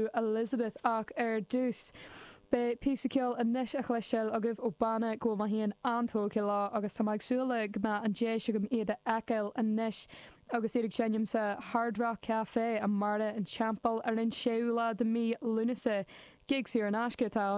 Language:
Irish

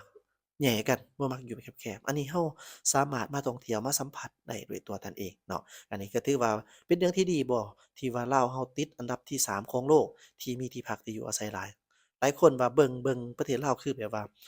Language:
Lao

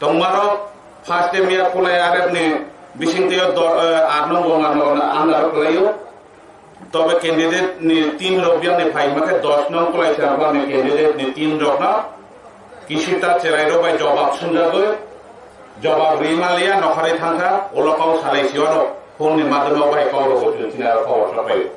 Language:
Kok Borok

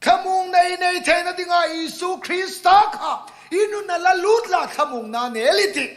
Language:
Hmar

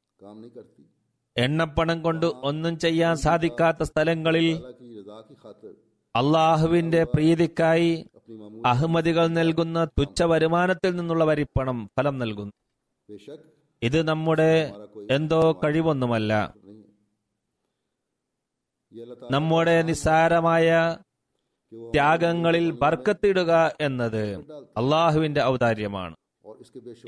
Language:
Malayalam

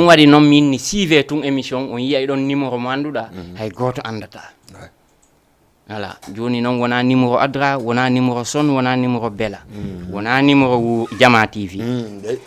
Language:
Fula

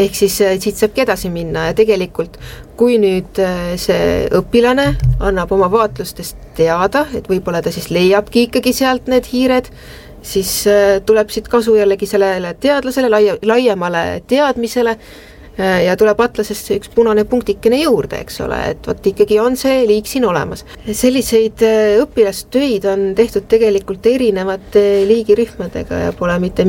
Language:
Estonian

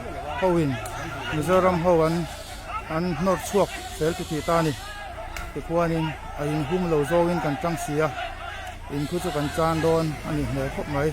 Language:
Mizo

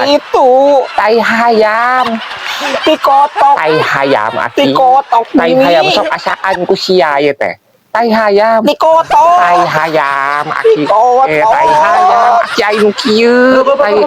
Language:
Sundanese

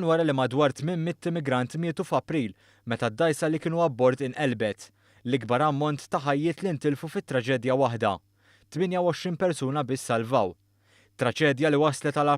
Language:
Maltese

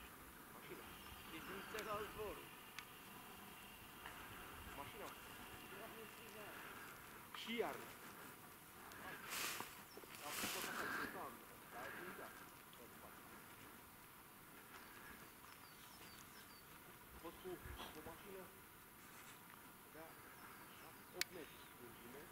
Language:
Romanian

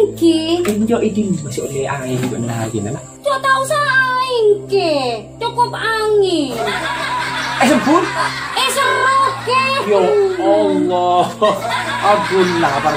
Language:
Madurese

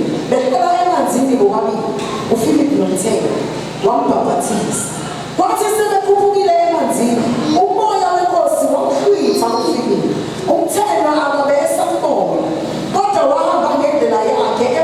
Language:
Zulu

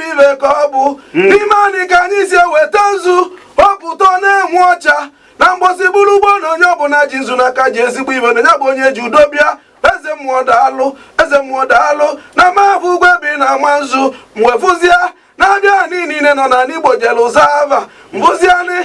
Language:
Igbo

